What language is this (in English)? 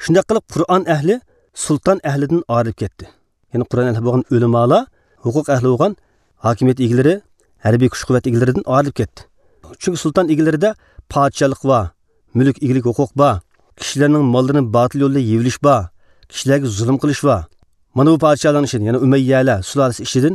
Uyghur